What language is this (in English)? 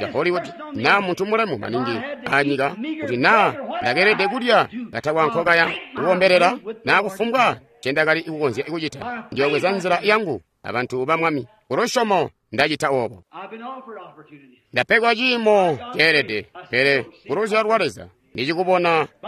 Tonga (Zambia)